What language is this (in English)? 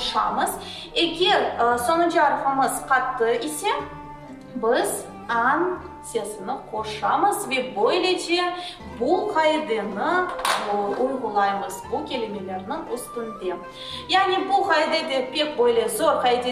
Crimean Tatar